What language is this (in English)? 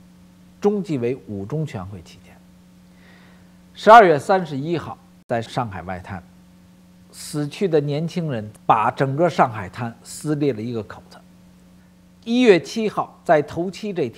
Chinese